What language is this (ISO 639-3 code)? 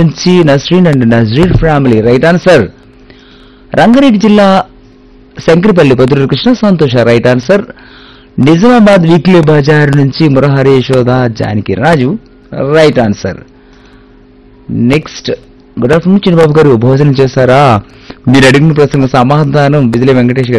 tel